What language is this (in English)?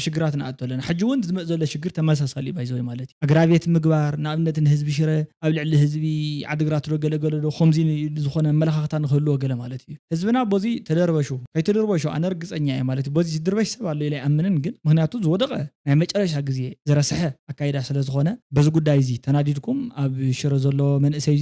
Tigrinya